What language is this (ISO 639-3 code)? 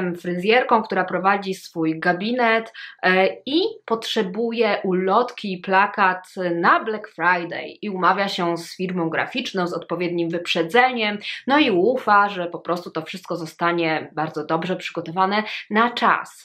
pol